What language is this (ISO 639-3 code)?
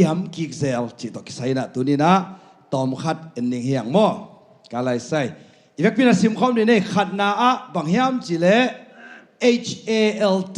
ctd